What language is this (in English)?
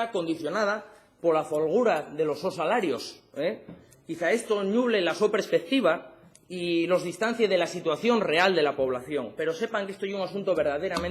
Asturian